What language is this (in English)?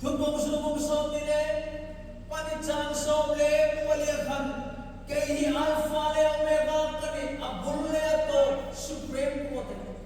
Hmar